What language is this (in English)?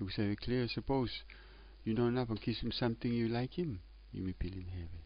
Tok Pisin